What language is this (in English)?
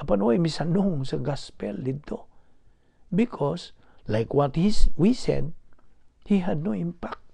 Cebuano